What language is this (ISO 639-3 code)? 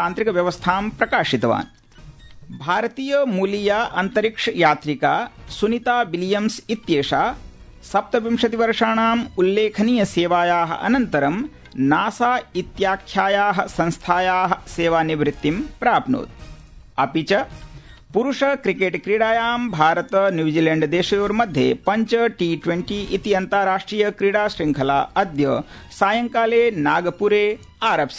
san